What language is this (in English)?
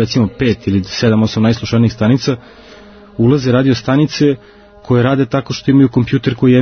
Croatian